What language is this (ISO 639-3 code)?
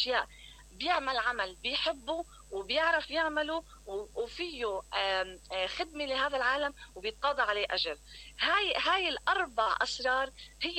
acm